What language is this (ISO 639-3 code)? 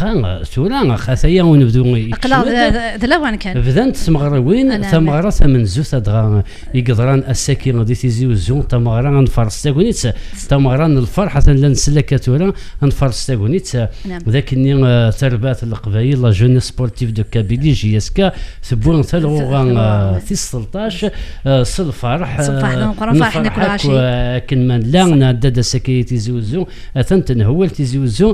kab